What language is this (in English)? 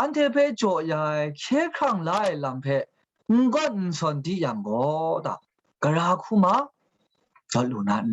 Kachin